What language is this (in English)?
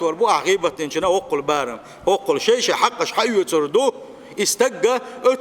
Chechen